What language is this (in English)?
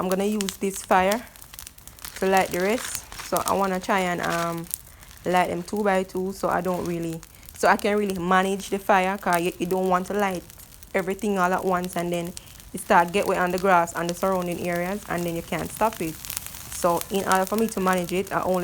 Jamaican Creole English